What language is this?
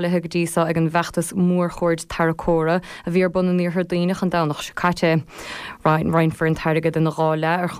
Irish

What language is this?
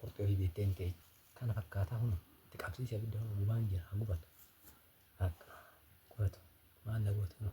Oromo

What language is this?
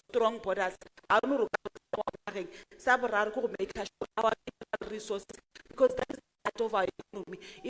Tswana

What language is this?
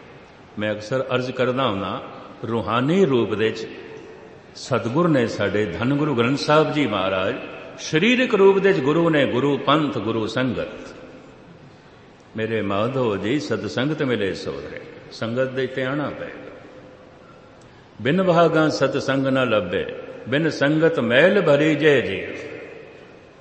Punjabi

